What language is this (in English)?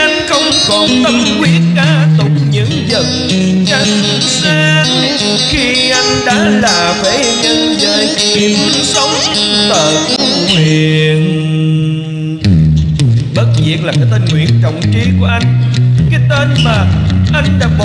Vietnamese